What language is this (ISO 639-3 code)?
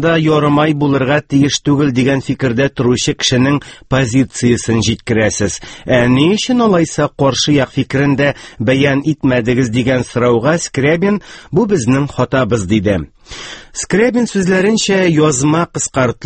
tat